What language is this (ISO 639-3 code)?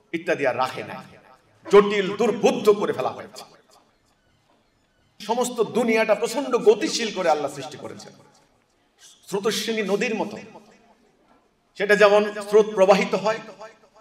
ben